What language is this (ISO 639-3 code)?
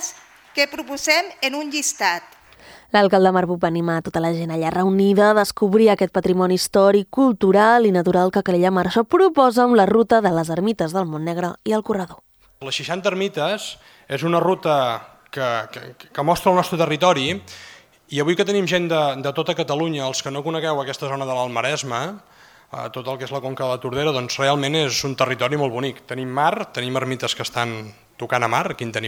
cat